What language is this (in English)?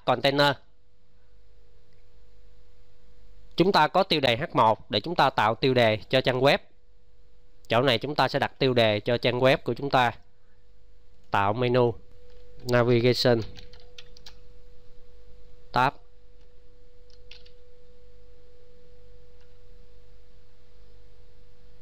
Vietnamese